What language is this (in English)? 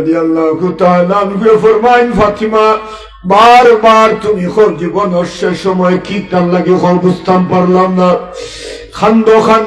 Sylheti